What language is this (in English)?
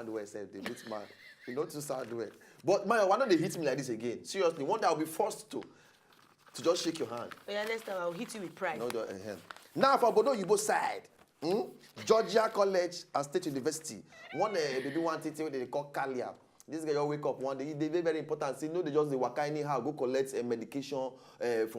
Nigerian Pidgin